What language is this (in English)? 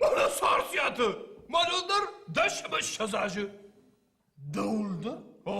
Ossetic